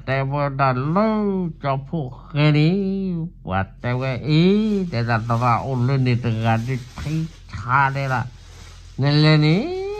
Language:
S'gaw Karen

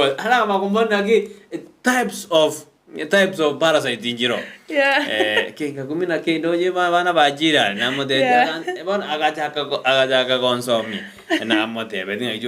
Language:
Gusii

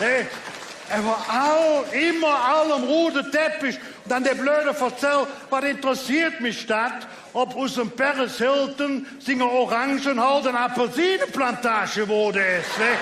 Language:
Colognian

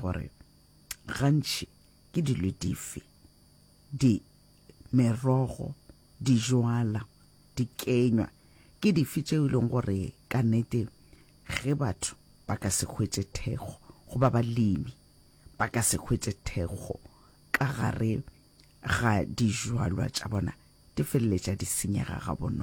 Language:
Northern Sotho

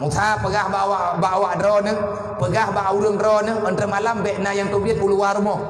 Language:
Achinese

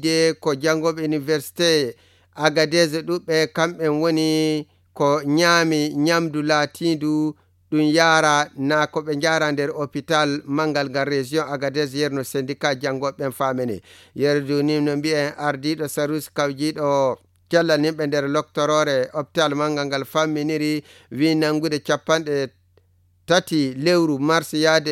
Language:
Nigerian Fulfulde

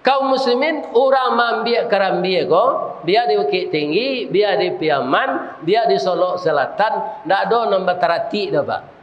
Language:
Minangkabau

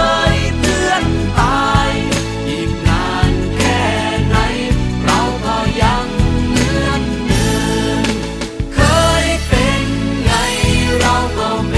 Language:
Thai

